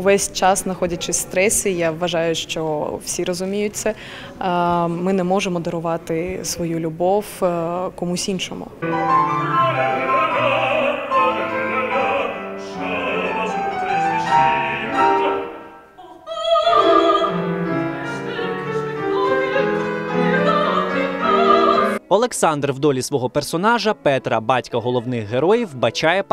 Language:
Ukrainian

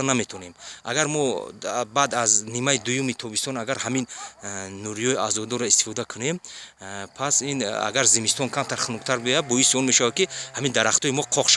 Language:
Tajik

